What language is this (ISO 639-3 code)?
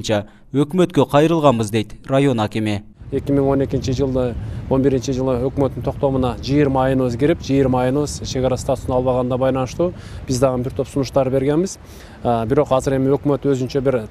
kir